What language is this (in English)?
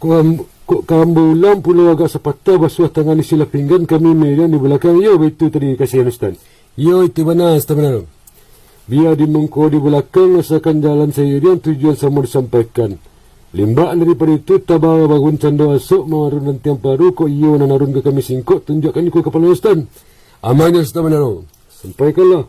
Minangkabau